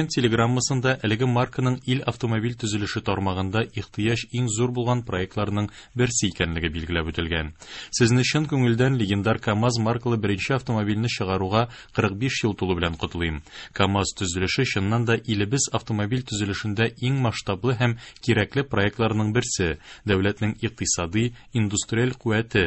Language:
Tatar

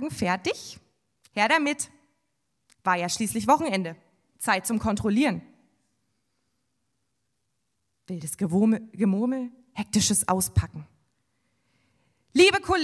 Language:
German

